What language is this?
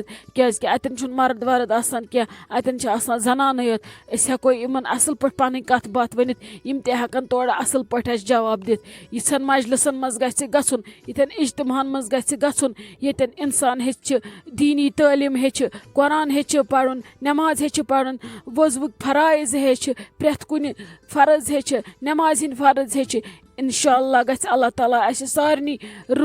Kashmiri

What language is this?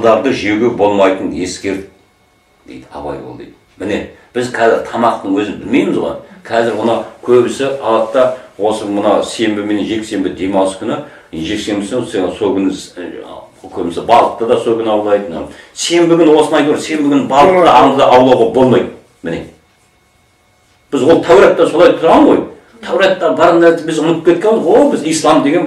Kazakh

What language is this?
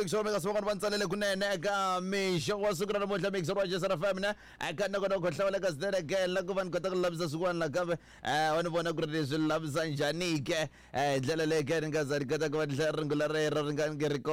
Tsonga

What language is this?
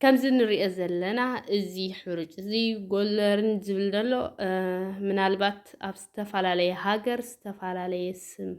Tigrinya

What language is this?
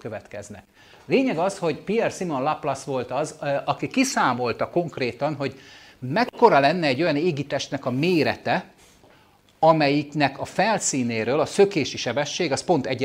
Hungarian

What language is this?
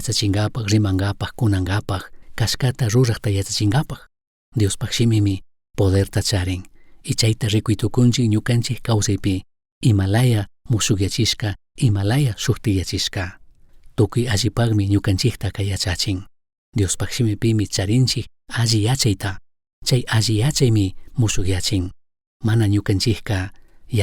Chimborazo Highland Quichua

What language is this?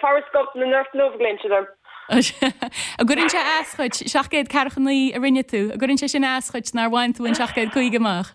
Irish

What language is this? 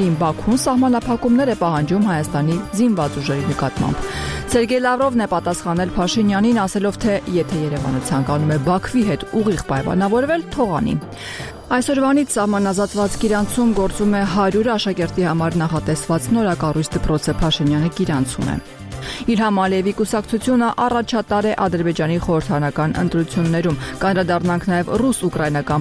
Armenian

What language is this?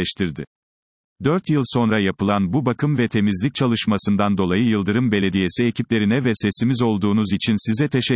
Turkish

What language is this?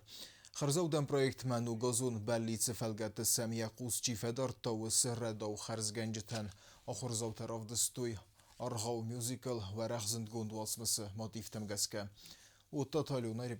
Ossetic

